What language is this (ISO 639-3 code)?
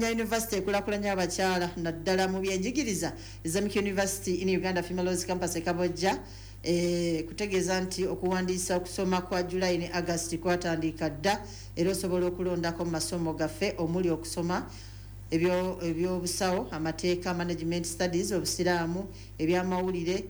lug